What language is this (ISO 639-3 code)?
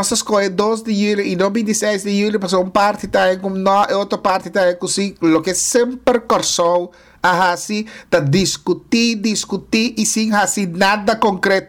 pap